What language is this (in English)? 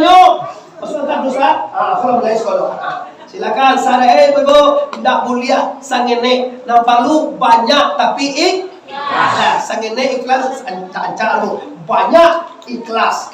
Minangkabau